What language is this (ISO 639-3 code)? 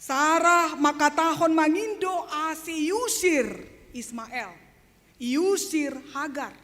bts